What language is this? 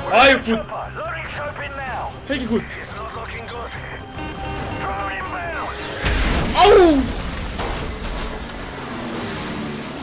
Korean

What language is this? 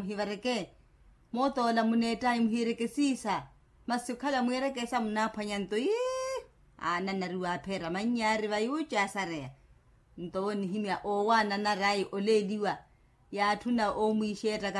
Makhuwa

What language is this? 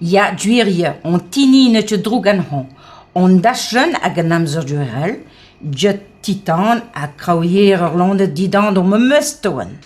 Breton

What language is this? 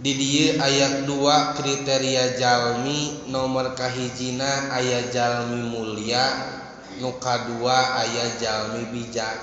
Sundanese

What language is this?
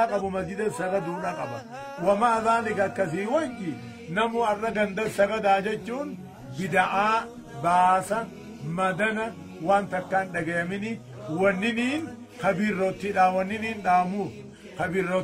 Oromo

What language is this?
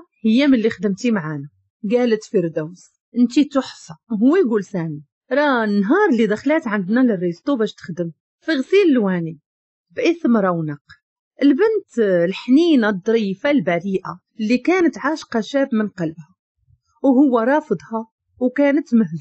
Moroccan Arabic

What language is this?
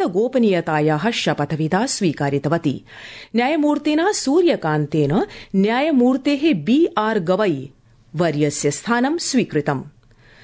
Sanskrit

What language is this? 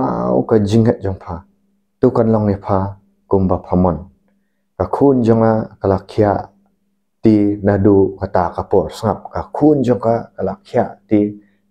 Khasi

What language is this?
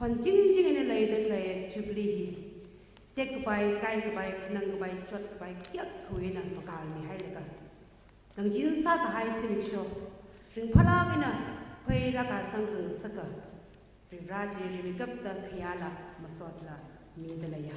Tangkhul Naga (India)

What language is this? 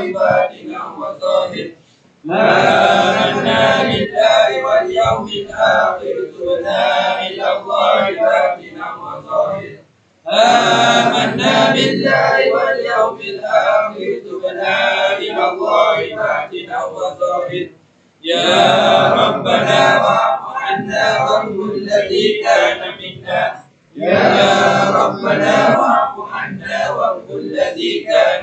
Arabic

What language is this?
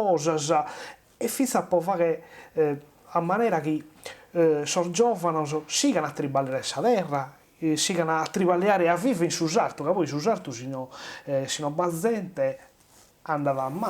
Sardinian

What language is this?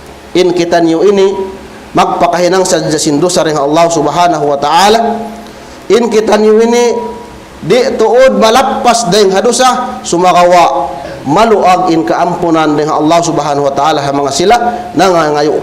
Tausug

